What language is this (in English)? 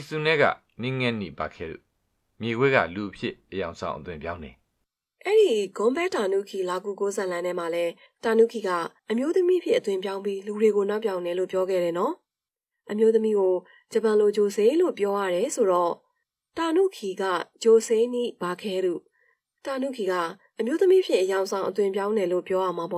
Burmese